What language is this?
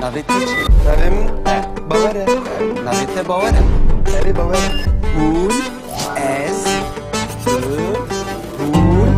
Kurdish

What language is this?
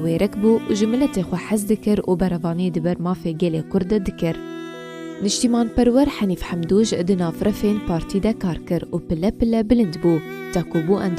Kurdish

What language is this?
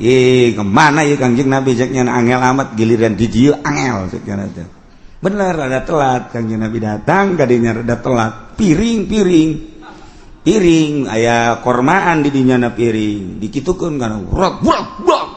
Sundanese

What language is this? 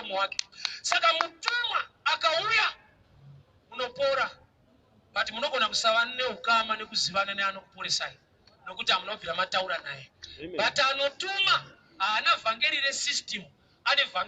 Shona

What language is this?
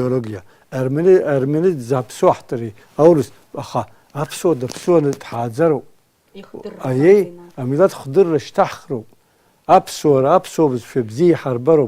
Abkhazian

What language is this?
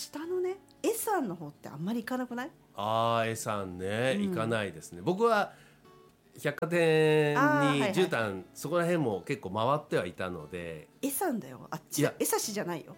Japanese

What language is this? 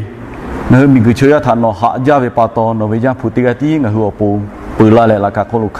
Lahu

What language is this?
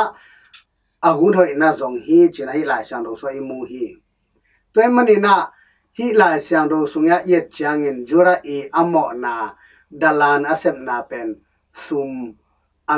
Tedim Chin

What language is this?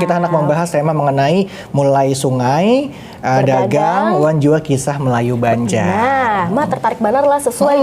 Banjar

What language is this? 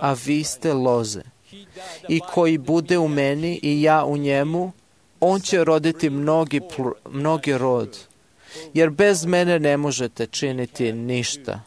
Serbian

